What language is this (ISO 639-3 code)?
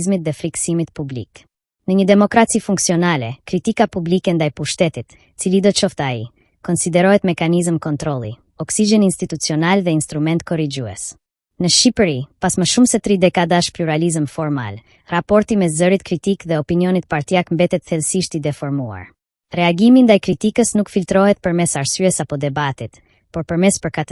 sqi